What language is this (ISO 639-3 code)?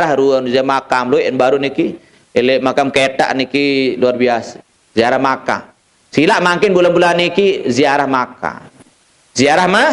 sas